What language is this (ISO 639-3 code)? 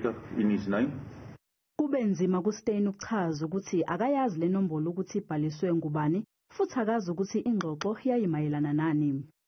zul